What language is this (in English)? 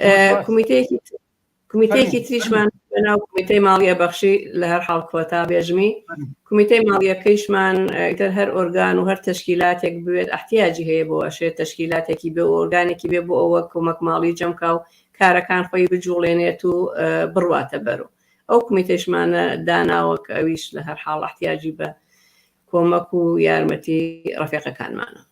Central Kurdish